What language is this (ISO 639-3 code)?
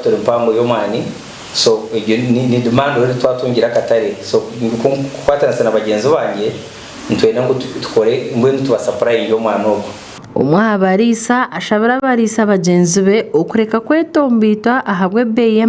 nyn